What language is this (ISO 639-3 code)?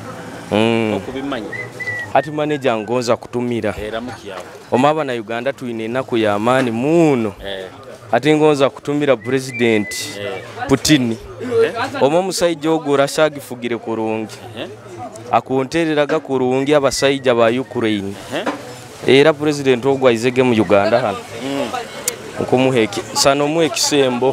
nyo